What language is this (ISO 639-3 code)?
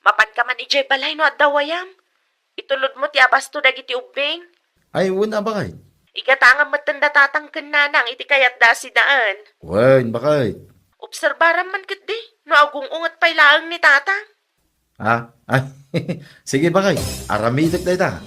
ilo